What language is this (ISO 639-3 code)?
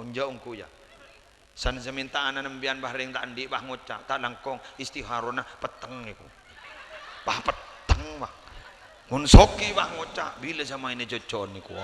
mad